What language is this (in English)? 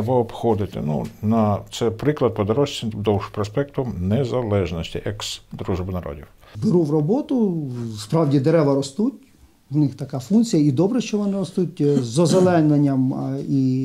Ukrainian